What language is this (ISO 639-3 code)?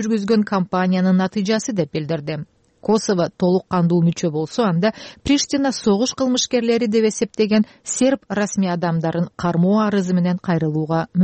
kir